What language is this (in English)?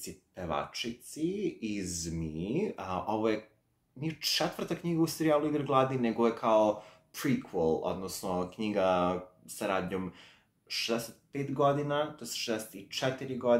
Serbian